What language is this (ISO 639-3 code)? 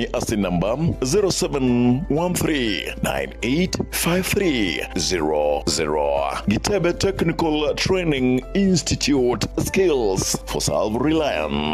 guz